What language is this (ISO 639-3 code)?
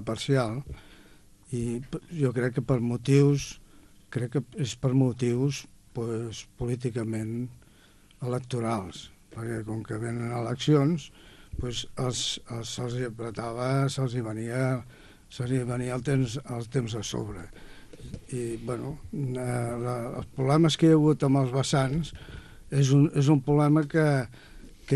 cat